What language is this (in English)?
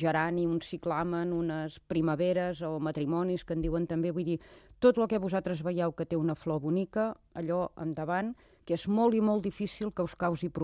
Catalan